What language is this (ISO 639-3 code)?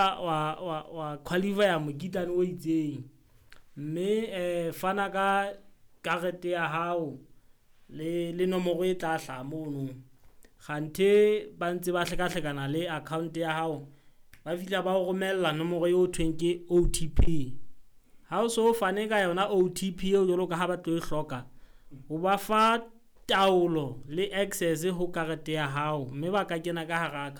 sot